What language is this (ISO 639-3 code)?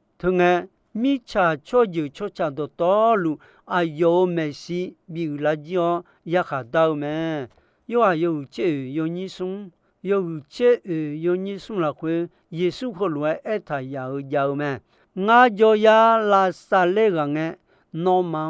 ahk